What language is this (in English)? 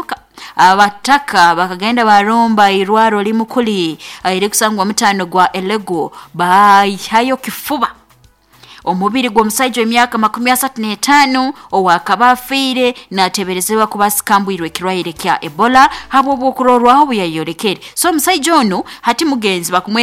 Nyoro